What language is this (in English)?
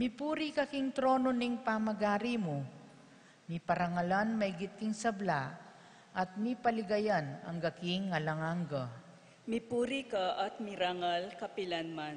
Pampanga